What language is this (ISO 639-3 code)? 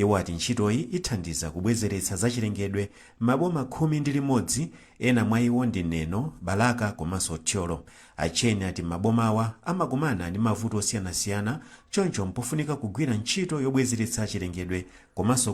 nya